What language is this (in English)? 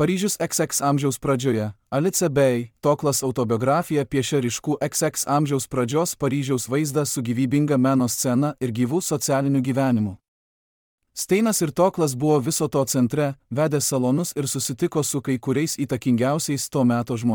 Lithuanian